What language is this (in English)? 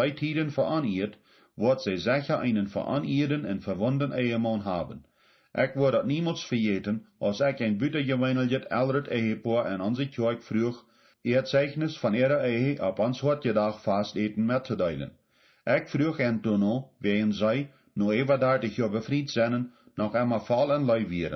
Plautdietsch